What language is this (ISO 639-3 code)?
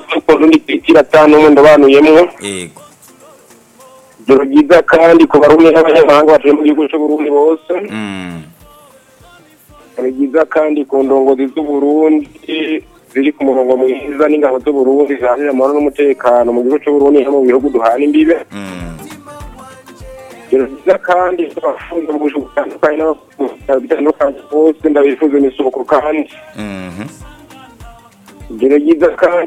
run